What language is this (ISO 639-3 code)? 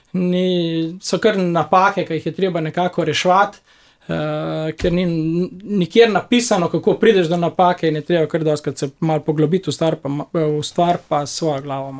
slv